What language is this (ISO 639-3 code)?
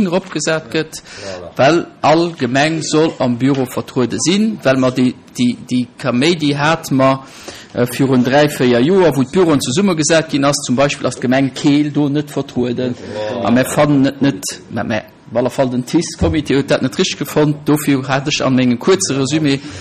ltz